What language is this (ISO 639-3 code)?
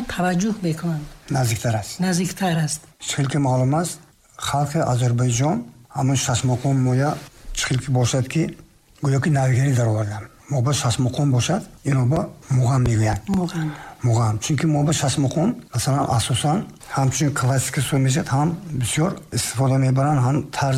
tgk